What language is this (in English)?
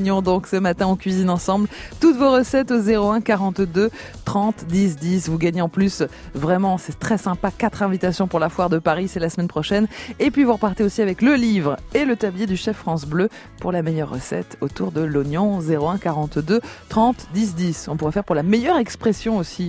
French